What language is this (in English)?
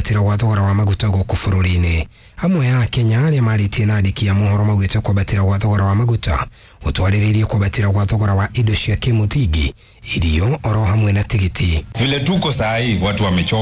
Kikuyu